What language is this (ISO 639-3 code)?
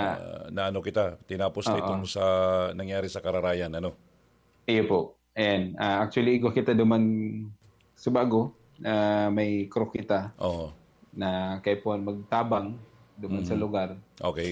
bik